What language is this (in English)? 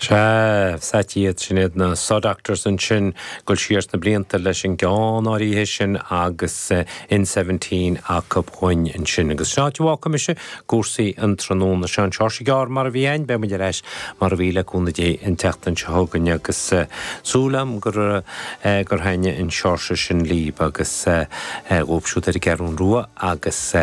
Irish